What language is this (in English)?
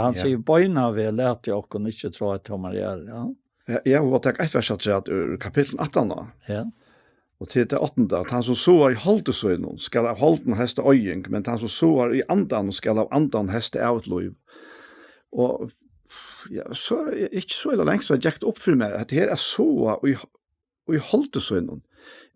Faroese